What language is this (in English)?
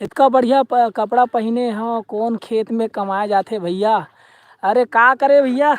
Chhattisgarhi